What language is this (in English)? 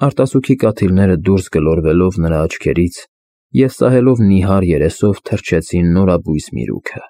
Armenian